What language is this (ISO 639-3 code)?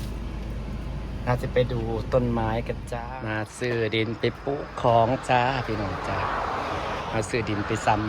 lao